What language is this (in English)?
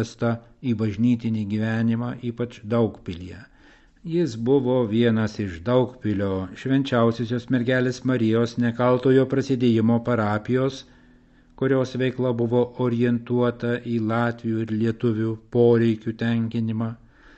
Lithuanian